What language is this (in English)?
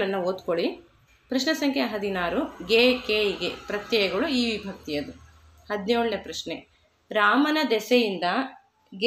Kannada